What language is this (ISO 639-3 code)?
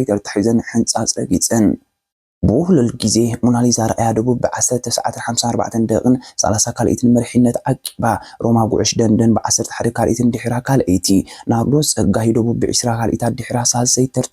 tir